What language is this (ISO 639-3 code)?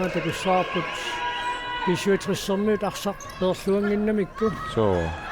kal